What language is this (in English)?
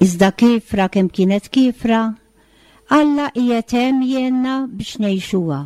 Maltese